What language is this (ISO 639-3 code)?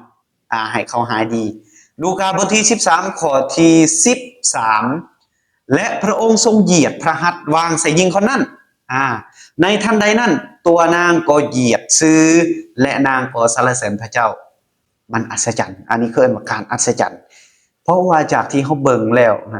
lao